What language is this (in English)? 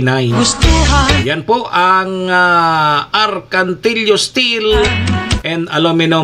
Bikol